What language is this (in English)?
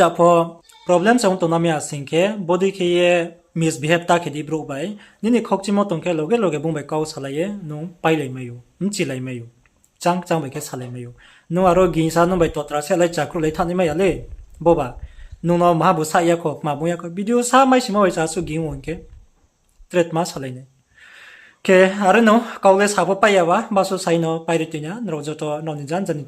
Riang (India)